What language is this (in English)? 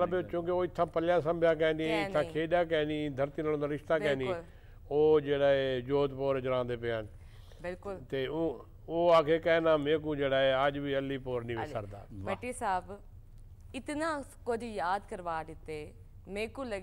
Saraiki